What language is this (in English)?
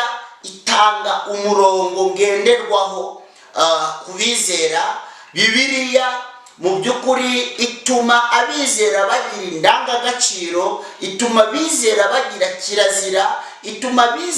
Kinyarwanda